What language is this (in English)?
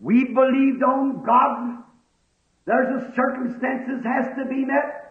Luba-Lulua